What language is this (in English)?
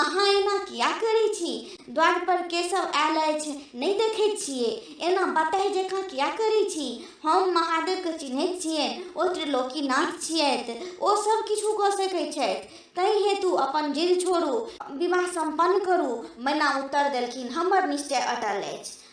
Maithili